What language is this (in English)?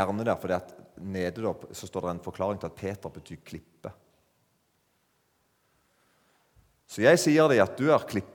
Norwegian